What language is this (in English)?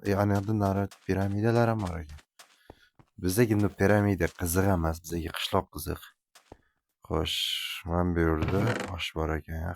Uzbek